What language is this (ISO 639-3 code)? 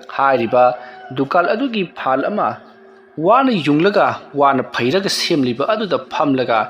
mni